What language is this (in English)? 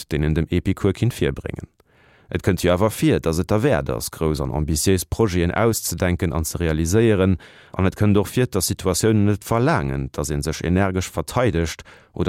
Luxembourgish